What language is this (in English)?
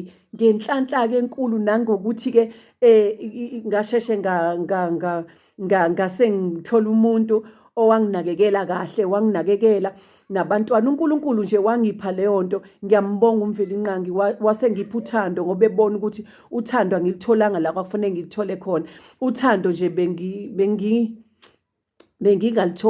Zulu